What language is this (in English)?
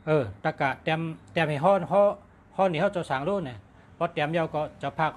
Shan